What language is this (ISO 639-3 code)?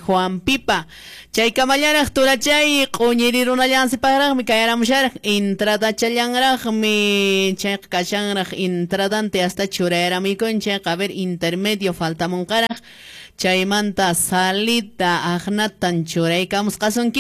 que